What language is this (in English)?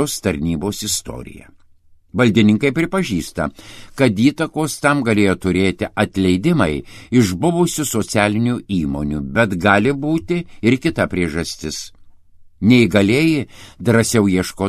Lithuanian